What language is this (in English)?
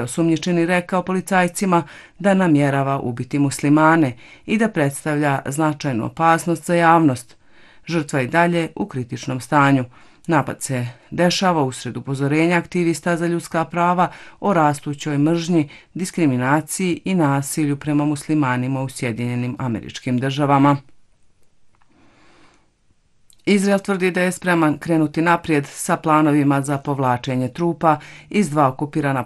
Bosnian